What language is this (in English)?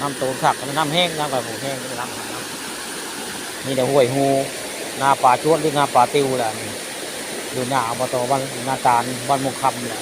Northeastern Thai